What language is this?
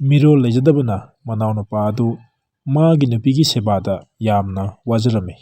Manipuri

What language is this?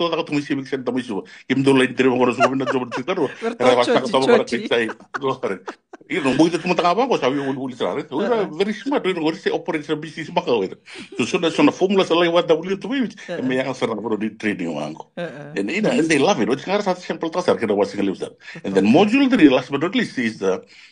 Fijian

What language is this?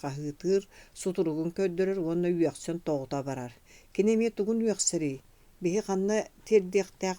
Yakut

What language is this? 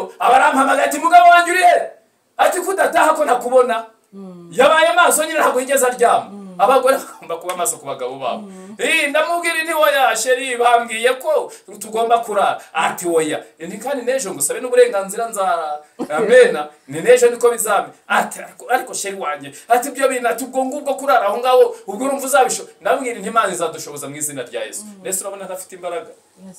Kinyarwanda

